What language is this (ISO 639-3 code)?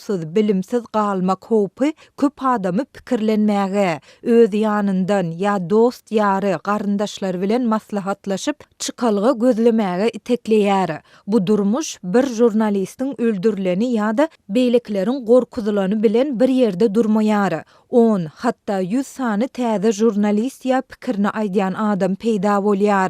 tuk